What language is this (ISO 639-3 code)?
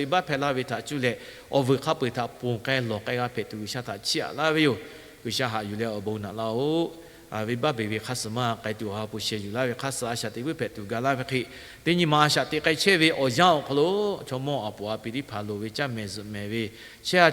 lhu